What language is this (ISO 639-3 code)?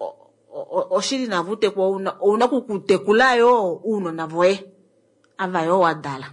kua